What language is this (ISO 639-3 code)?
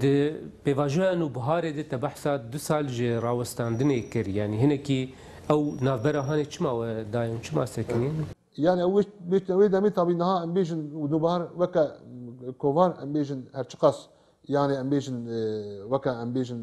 kur